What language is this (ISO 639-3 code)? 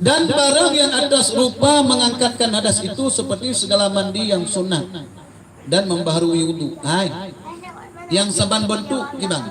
ace